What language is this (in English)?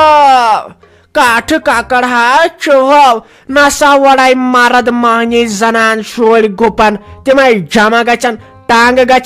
Kashmiri